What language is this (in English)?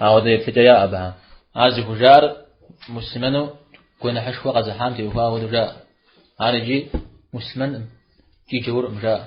Kabardian